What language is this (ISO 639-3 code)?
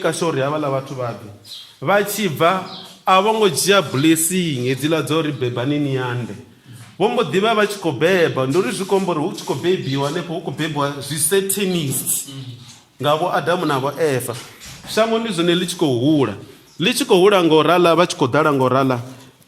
ven